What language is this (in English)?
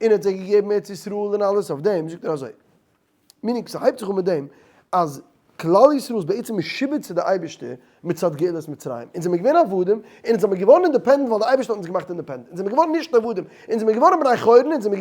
Yiddish